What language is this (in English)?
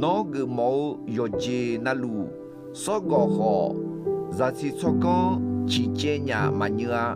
Akha